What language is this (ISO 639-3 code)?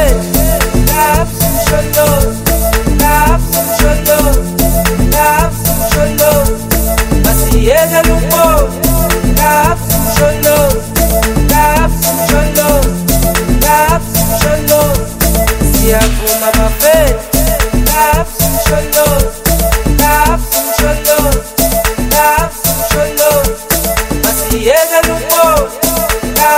zul